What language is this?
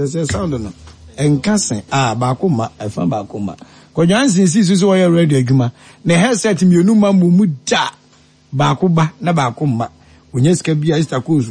Akan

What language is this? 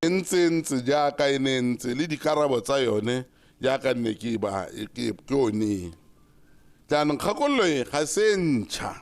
Tswana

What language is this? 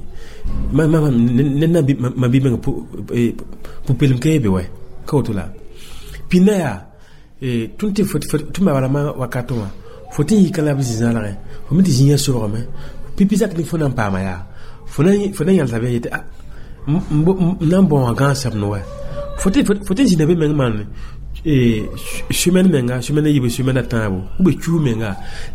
Mossi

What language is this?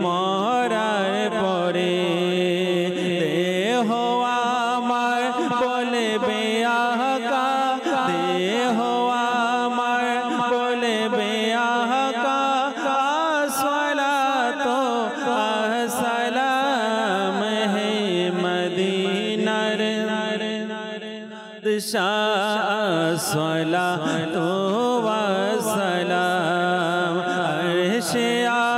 Bangla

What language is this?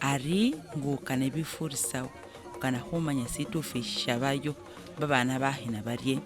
Masaaba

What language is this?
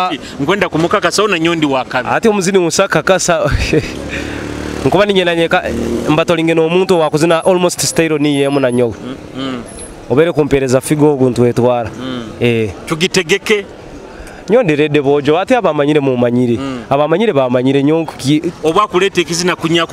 Nyoro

